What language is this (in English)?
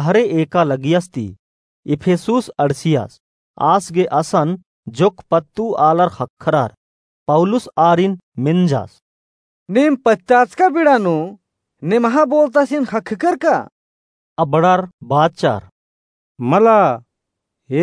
Kurukh